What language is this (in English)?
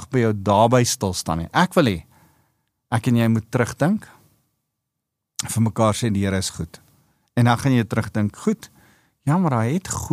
Afrikaans